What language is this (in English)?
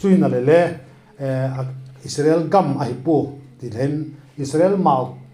Vaiphei